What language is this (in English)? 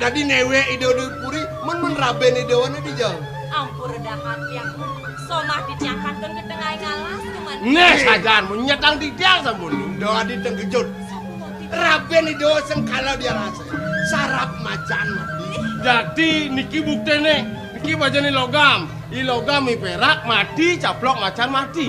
Balinese